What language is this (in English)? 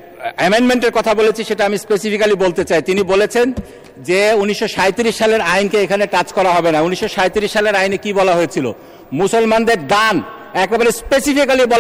Bangla